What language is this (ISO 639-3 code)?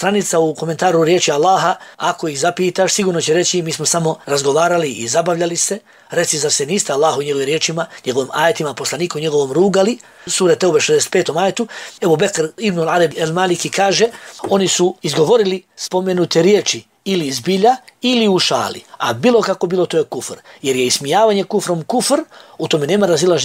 bos